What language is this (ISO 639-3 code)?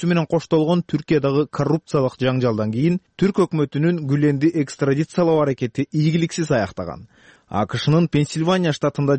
kir